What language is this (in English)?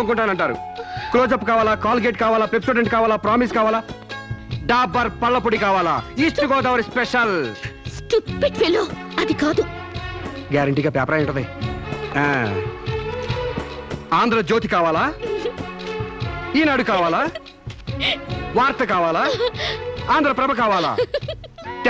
Telugu